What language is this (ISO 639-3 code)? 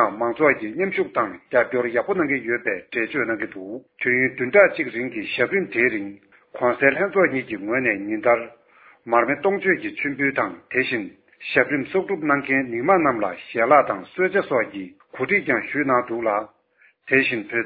bod